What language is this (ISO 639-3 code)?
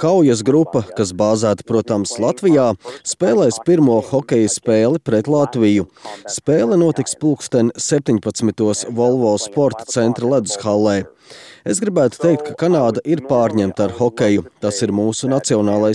lav